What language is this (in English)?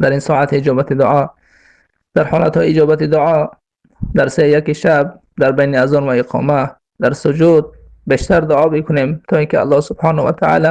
Persian